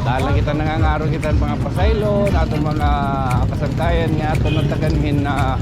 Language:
Waray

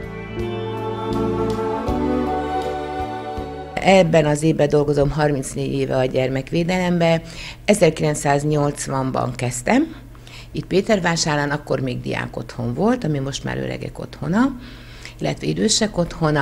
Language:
Hungarian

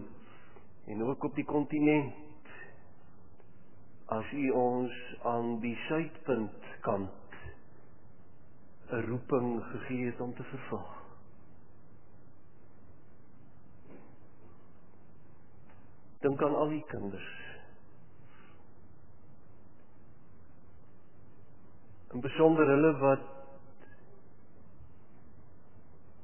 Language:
Afrikaans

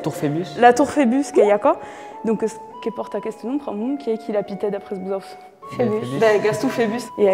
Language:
Occitan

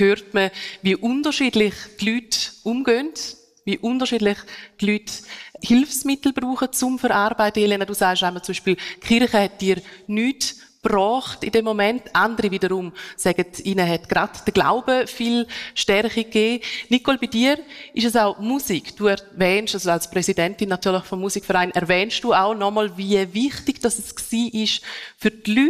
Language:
German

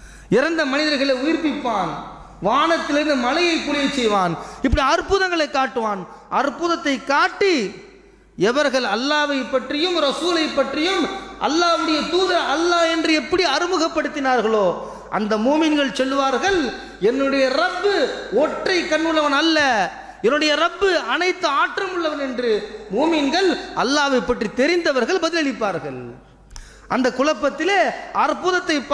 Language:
Tamil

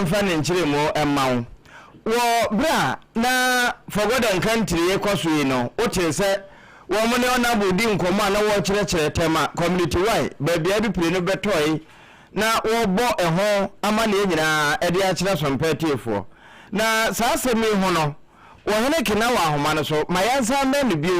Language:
Akan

